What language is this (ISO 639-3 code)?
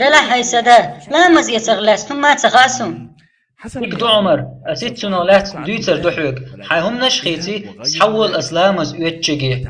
che